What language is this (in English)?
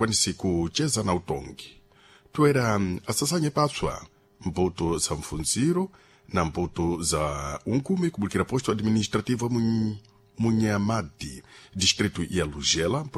Sena